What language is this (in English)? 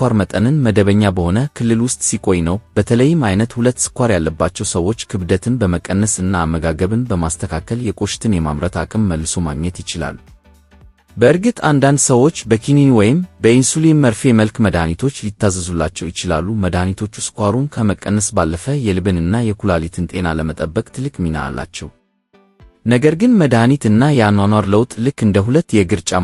Amharic